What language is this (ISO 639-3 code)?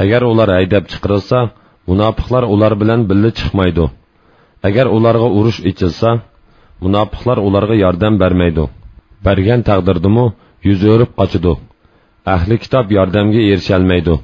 uig